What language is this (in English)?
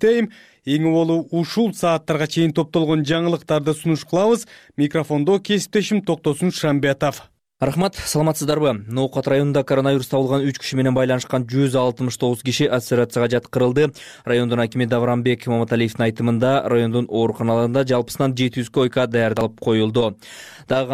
Kyrgyz